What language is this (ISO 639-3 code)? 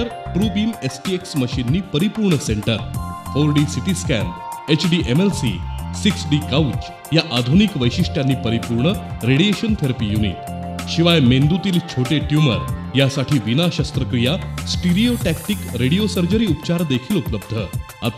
mar